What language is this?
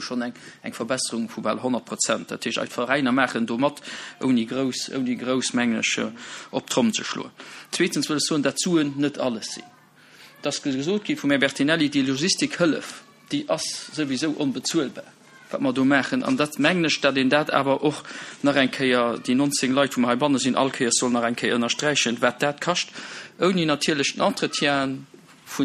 Luxembourgish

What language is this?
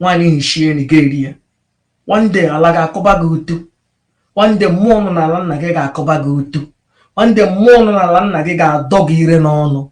Igbo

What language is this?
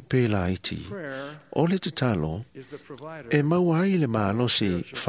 Samoan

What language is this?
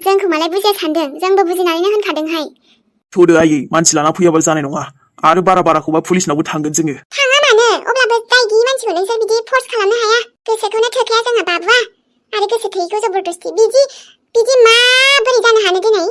Bodo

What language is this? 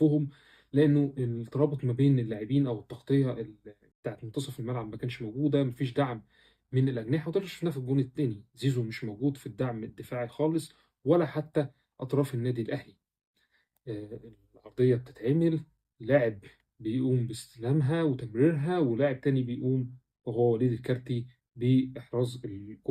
Egyptian Arabic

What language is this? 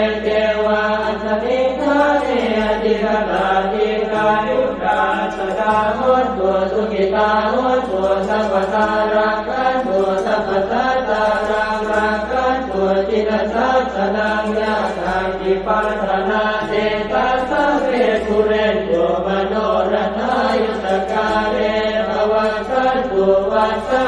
Pali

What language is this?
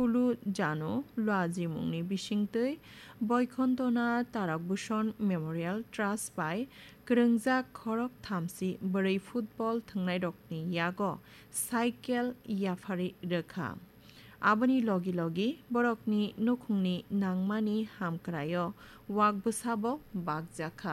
Kok Borok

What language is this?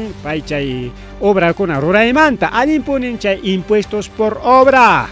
Ayacucho Quechua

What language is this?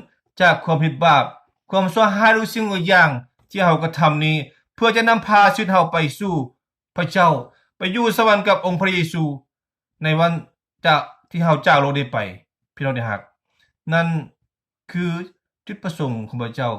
Lao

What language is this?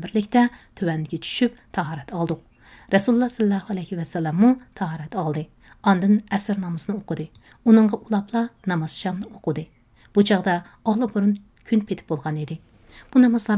Uyghur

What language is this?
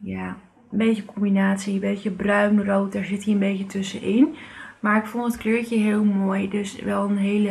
Dutch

